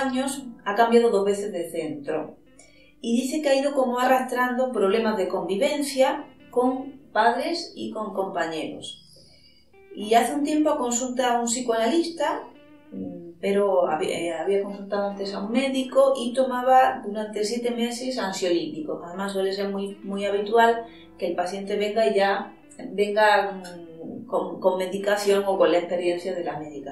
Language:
Spanish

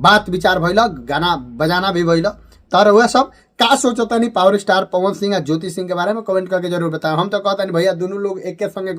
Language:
Bhojpuri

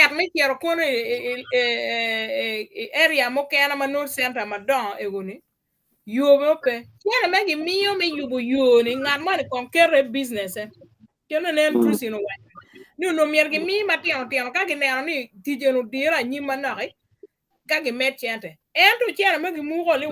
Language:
Acoli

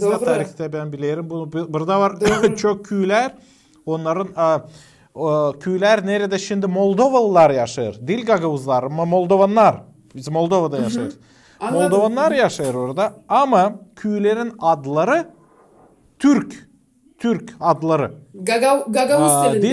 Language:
Gagauz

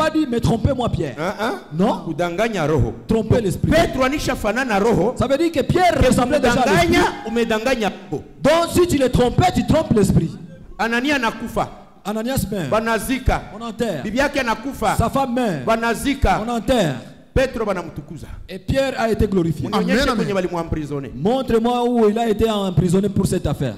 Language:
Swahili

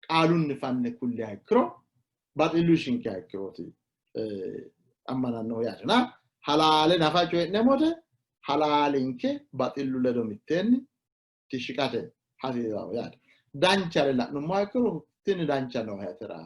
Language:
Sidamo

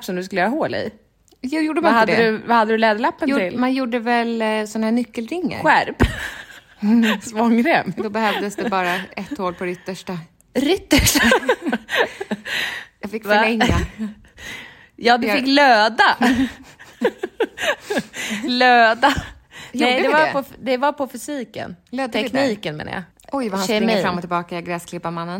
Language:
Swedish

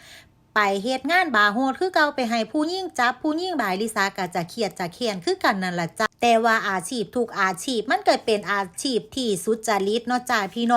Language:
Lao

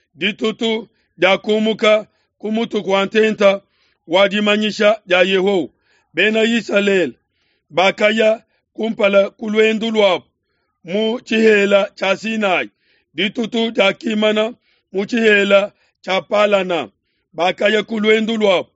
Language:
Luba-Lulua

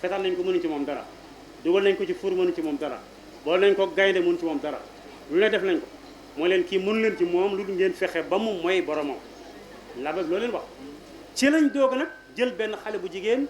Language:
Wolof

